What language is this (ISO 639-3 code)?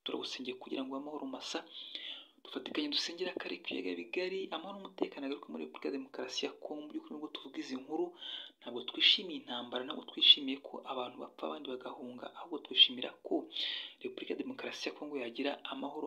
kin